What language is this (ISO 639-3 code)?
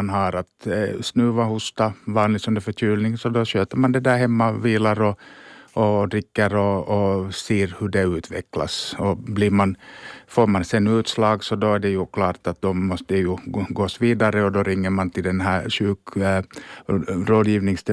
swe